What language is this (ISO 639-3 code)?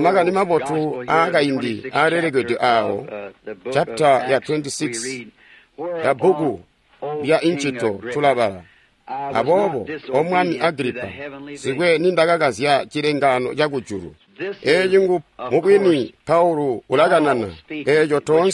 toi